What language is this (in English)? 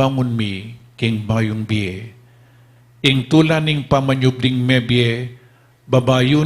Pampanga